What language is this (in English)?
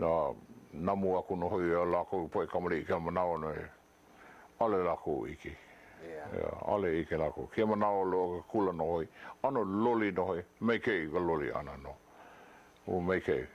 Hawaiian